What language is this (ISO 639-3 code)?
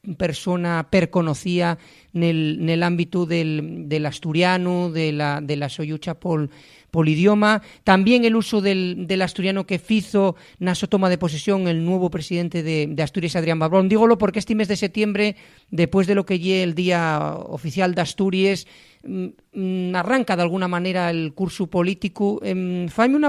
ast